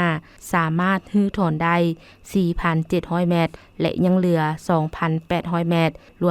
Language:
Lao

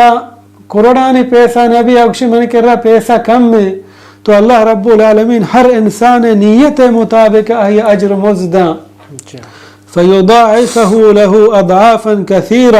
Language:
Baluchi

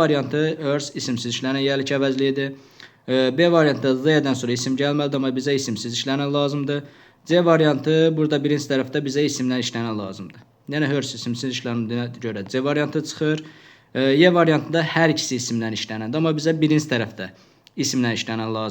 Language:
Azerbaijani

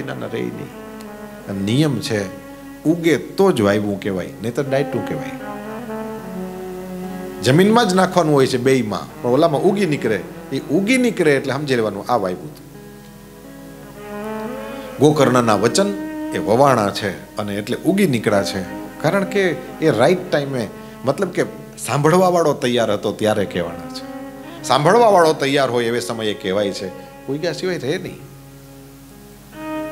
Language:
Gujarati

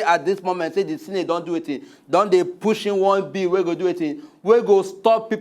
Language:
Nigerian Pidgin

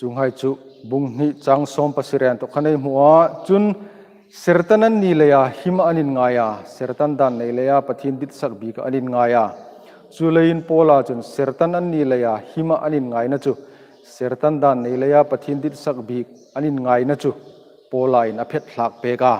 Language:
Hmar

